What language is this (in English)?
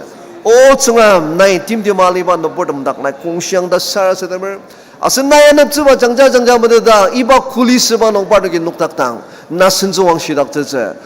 Ao Naga